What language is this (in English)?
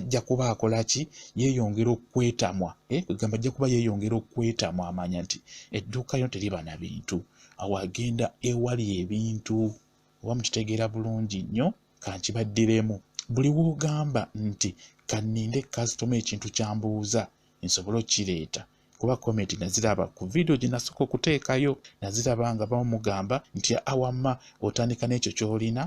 Ganda